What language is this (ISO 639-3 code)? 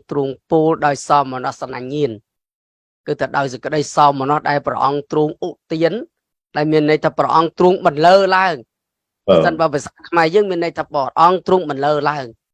khm